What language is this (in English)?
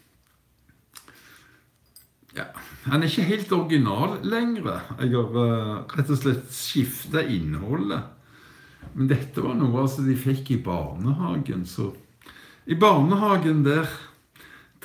Norwegian